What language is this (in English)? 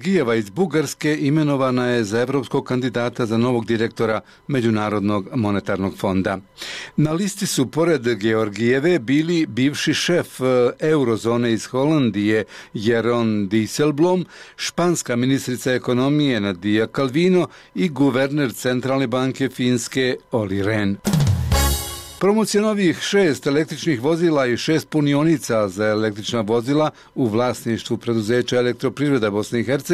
Bosnian